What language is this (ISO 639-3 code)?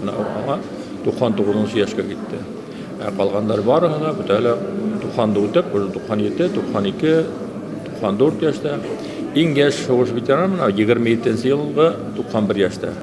bak